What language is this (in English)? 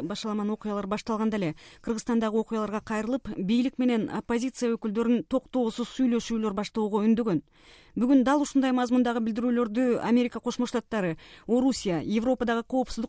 Kyrgyz